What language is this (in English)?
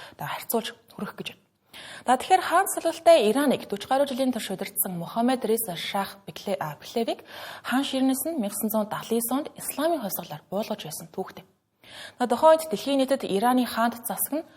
Mongolian